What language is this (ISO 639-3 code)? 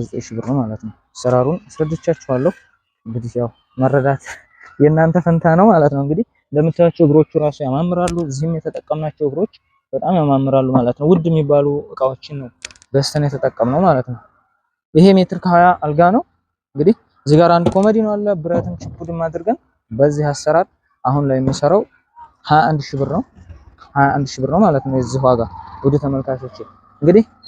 amh